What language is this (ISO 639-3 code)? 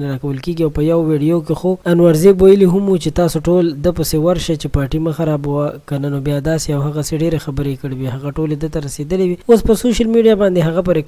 pus